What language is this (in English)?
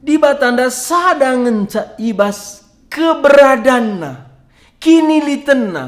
Batak Karo